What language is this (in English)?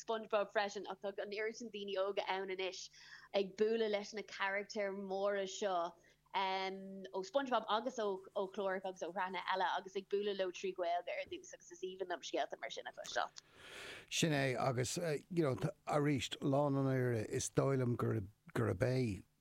Irish